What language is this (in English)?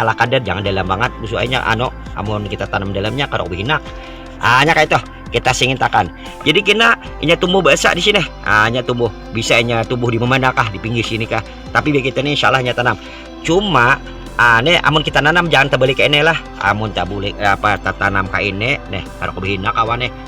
Banjar